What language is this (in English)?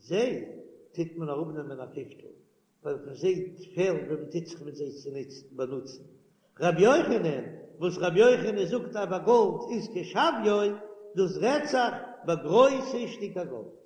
Yiddish